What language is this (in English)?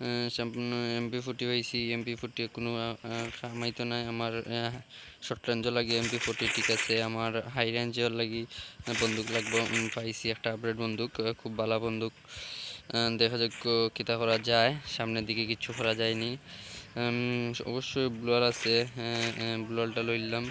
Sylheti